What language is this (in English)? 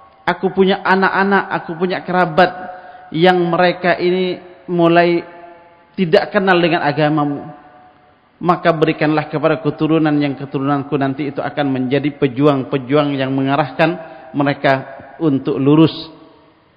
Indonesian